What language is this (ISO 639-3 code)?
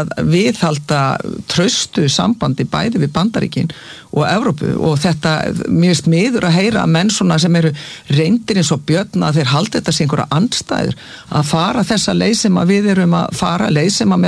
isl